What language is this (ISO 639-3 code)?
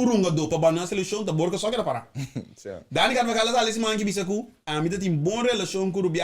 pap